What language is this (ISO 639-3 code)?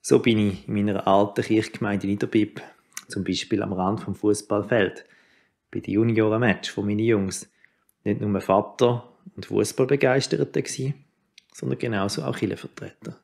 gsw